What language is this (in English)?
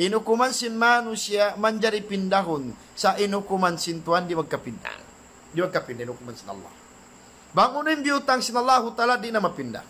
Tausug